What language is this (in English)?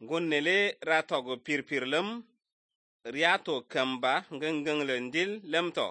Slovenian